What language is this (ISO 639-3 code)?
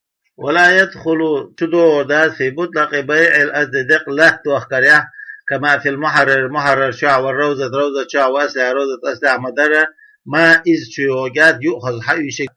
che